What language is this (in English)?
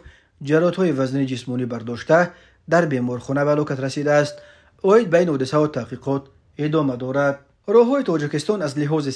Tajik